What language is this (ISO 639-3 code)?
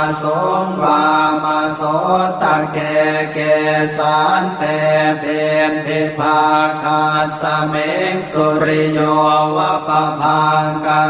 pli